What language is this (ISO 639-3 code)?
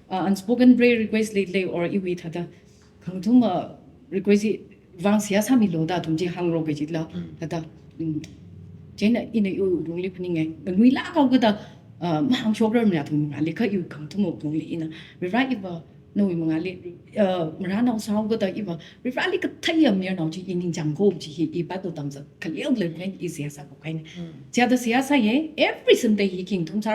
nmf